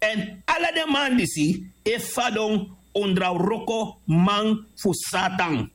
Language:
Sranan Tongo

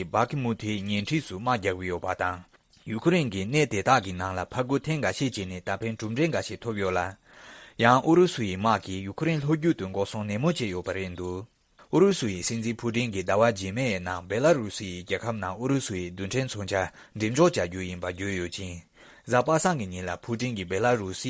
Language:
Tibetan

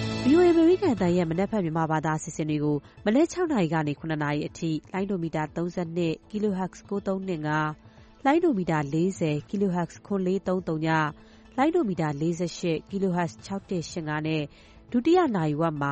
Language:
Burmese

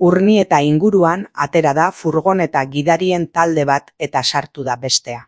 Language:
Basque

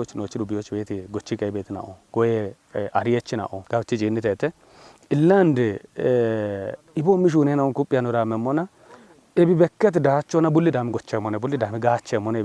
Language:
Kafa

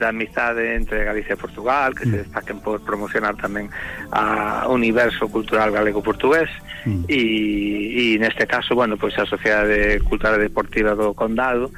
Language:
Galician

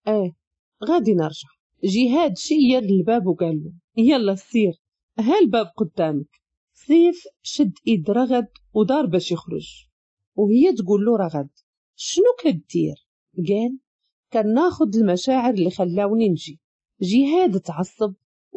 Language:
Moroccan Arabic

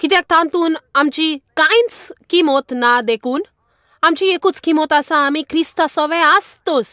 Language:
Konkani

